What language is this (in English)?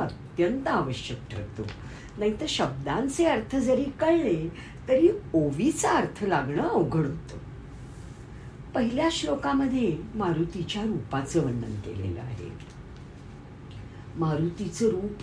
Marathi